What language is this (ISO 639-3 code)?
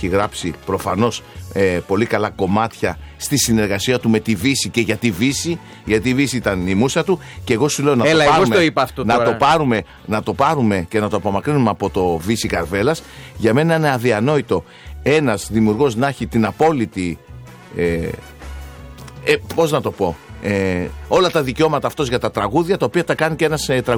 ell